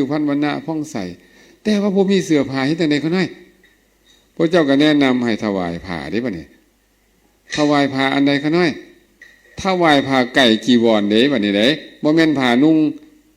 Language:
Lao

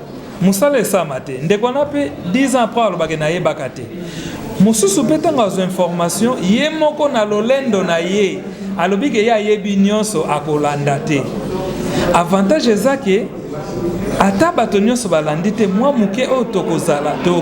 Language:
Lingala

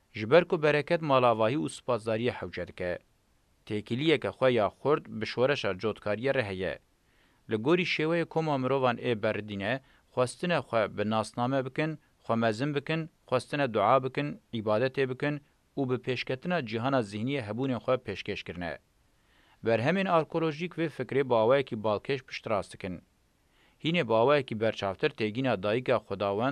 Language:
Kurdish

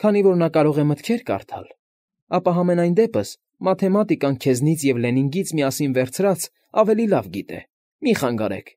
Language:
Armenian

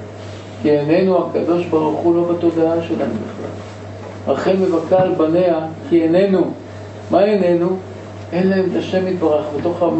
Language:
Hebrew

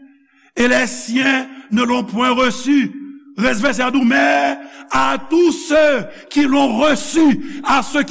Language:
Haitian Creole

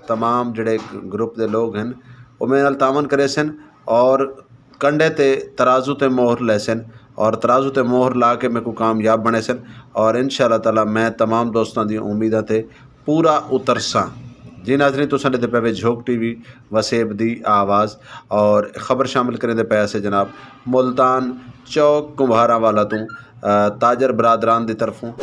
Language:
Saraiki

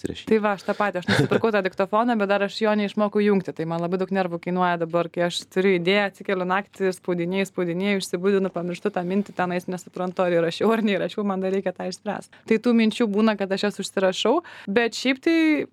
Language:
Lithuanian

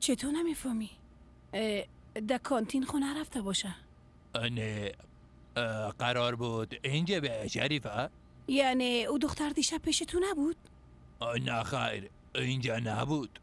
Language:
Persian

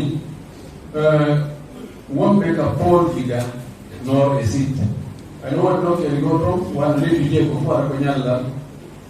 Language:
Fula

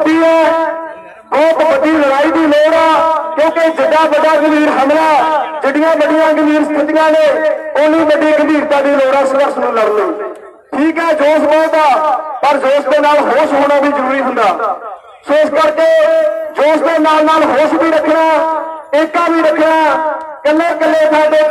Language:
Punjabi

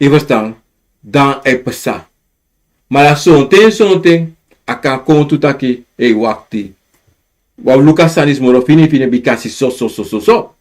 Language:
Sranan Tongo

